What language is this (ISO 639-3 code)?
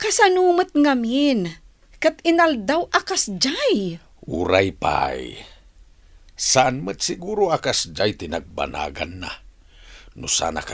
ilo